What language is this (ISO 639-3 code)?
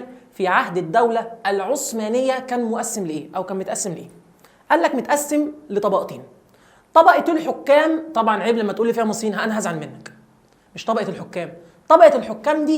arz